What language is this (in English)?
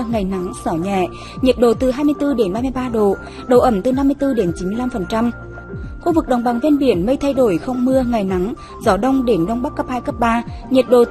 Vietnamese